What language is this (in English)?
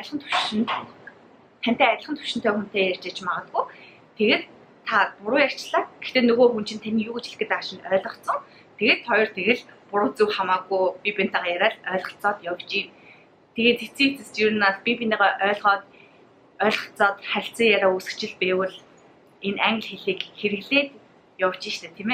Mongolian